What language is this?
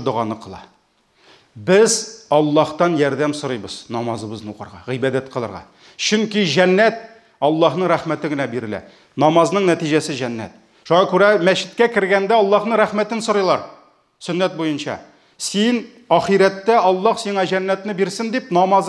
Tatar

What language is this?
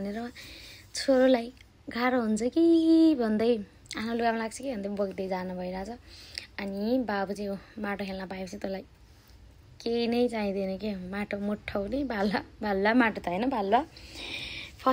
Nepali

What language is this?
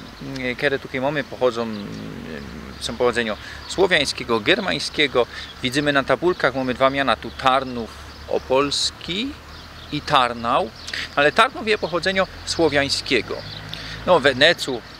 Silesian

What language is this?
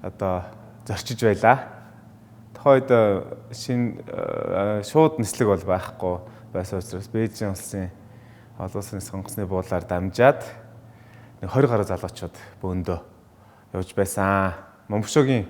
Mongolian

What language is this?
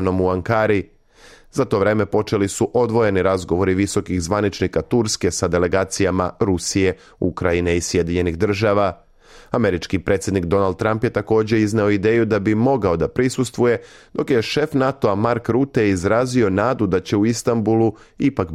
Serbian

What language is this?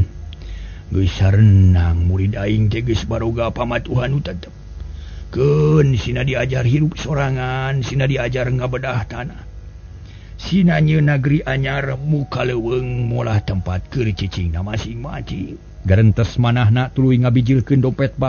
Sundanese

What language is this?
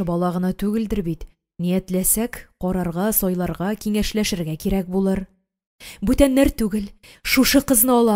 Tatar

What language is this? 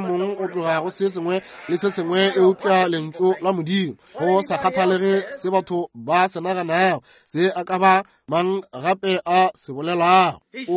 Northern Sotho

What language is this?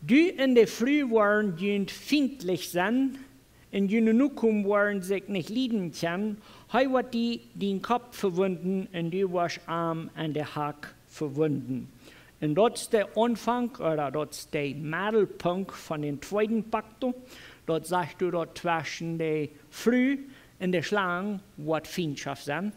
Plautdietsch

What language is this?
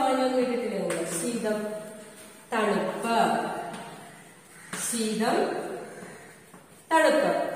Malayalam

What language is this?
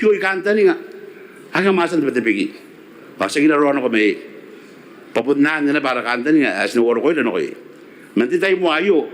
Gilbertese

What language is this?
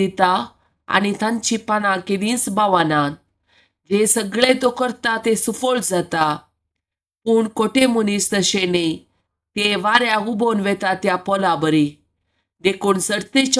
Konkani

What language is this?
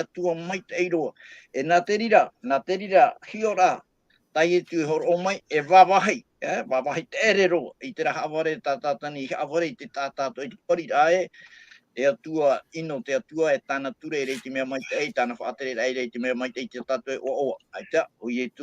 Tahitian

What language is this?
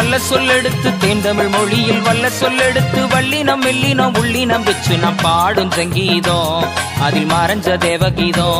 Tamil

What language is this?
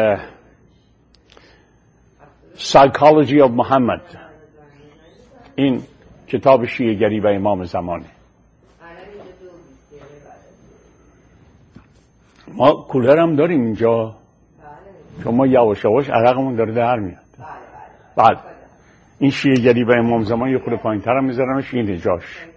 Persian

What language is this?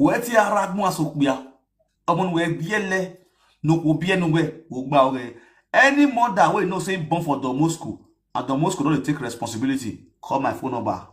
Nigerian Pidgin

